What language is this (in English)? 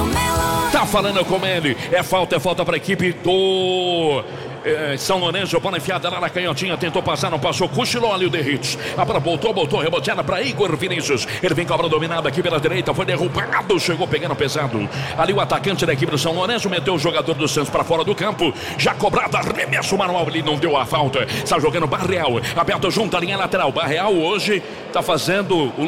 Portuguese